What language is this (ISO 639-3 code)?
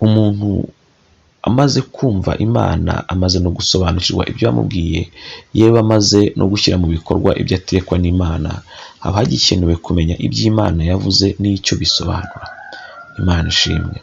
kin